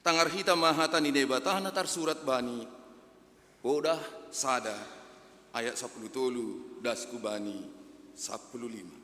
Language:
Batak Simalungun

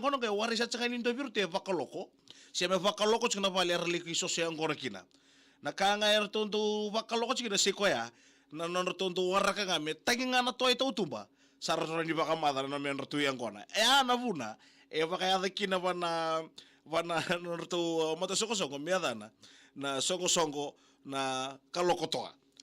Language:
Fijian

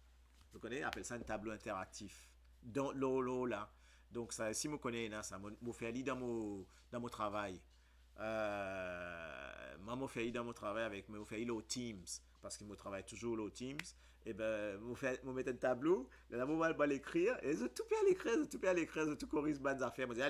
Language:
Morisyen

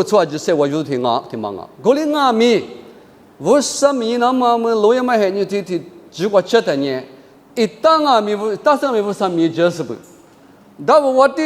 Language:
Lisu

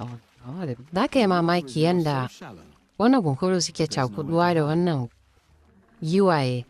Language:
Hausa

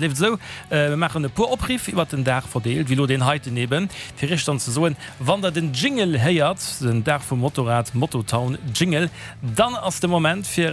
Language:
Luxembourgish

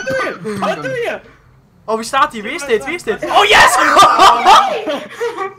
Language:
Dutch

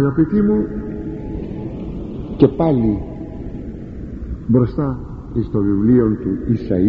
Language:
Greek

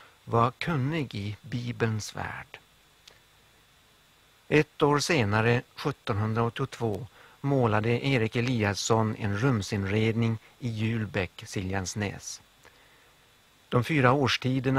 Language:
Swedish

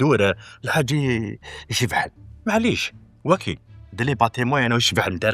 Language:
Kabyle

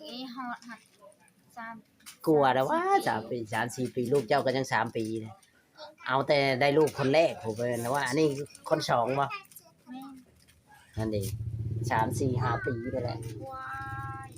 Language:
Northeastern Thai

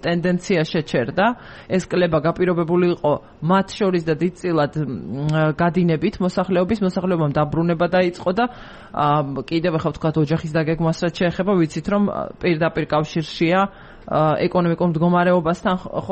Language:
Georgian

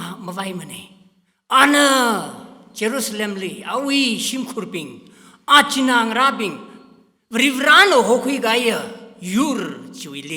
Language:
Tangkhul Naga (India)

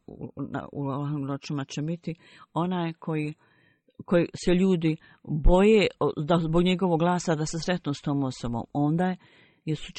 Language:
Bosnian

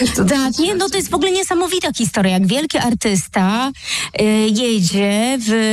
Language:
Polish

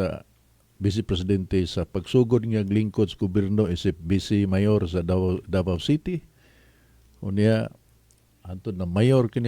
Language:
Cebuano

